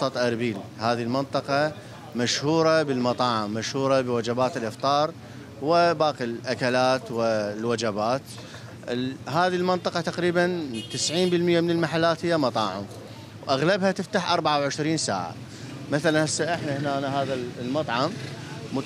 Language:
Mesopotamian Arabic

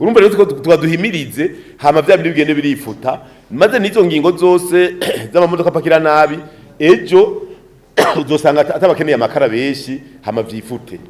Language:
Rundi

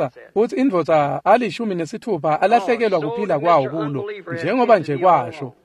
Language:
Swati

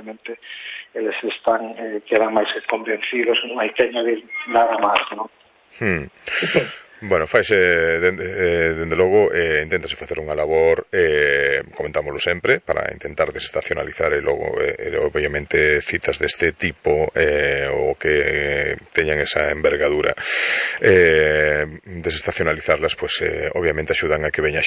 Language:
Galician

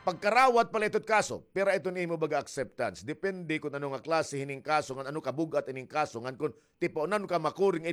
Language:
Waray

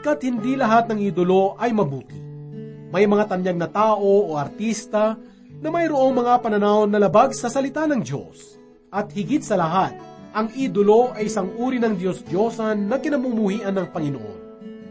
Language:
Filipino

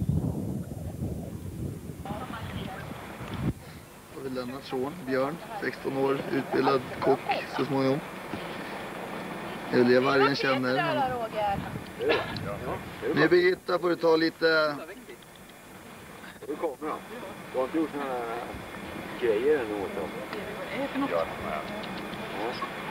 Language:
Swedish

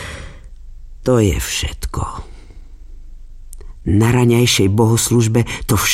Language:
Slovak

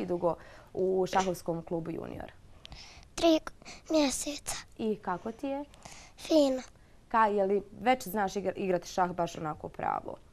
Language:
Bosnian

